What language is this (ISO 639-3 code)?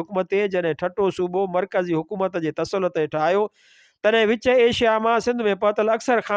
snd